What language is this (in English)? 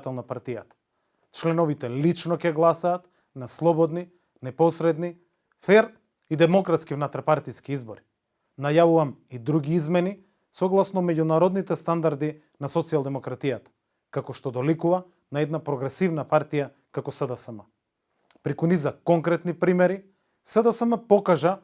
Macedonian